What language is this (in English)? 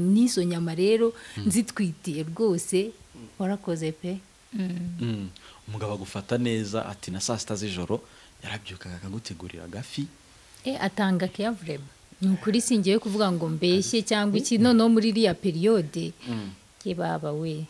Kinyarwanda